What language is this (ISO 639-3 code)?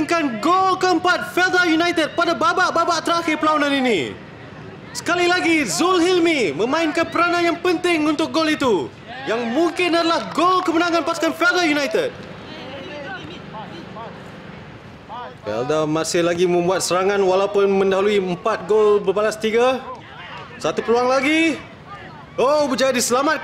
msa